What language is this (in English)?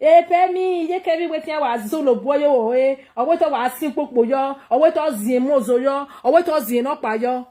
Nigerian Pidgin